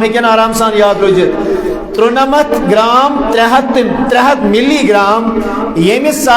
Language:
Kashmiri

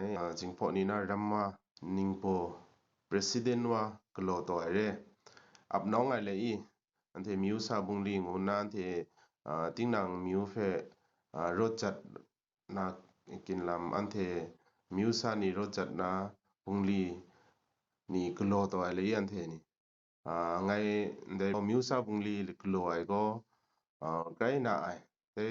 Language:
Kachin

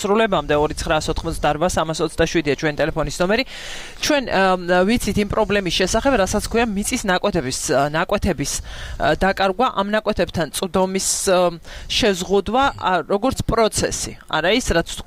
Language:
Georgian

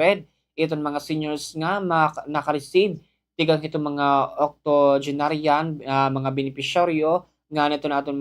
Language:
Waray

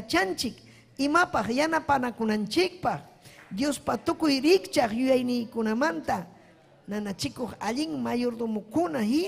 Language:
Ayacucho Quechua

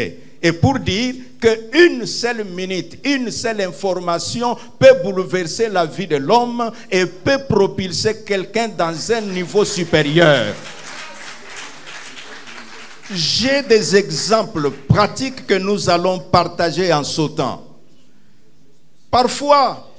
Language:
French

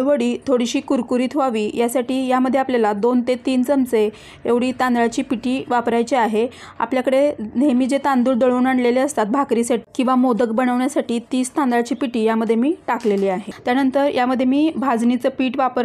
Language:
Marathi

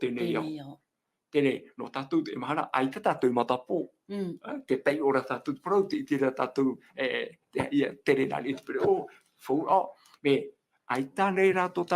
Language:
Tahitian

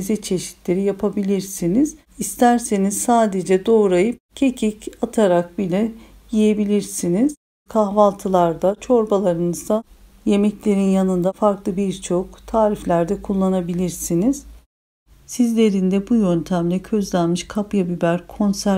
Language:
Turkish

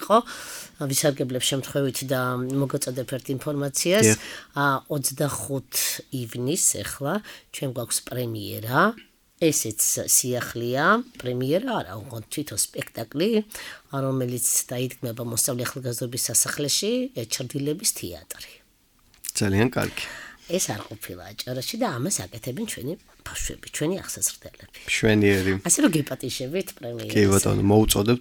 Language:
Georgian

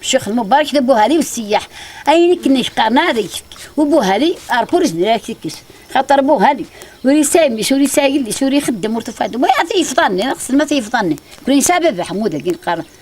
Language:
Kabyle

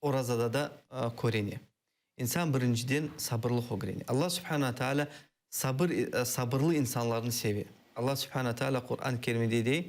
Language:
Crimean Tatar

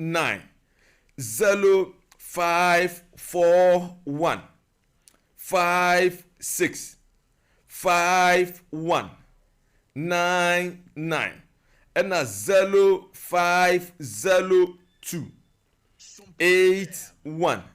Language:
Akan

